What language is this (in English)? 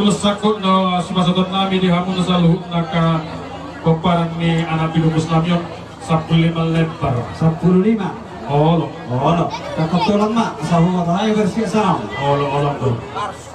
Batak Toba